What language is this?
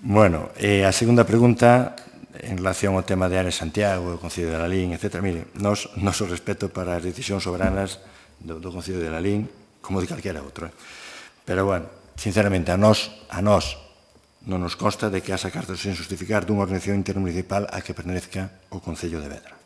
Galician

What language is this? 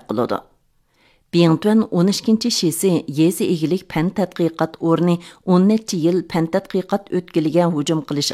Uyghur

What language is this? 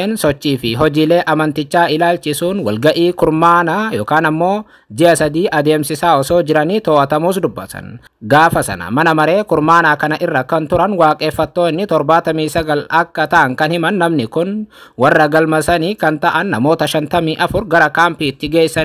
Oromo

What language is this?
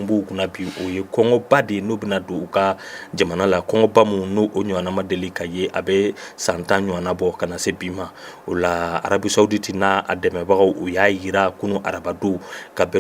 Bambara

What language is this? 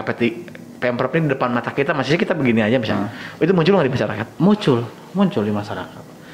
Indonesian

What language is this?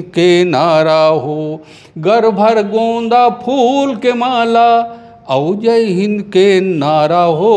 Chhattisgarhi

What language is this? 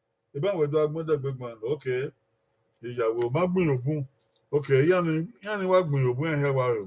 Bini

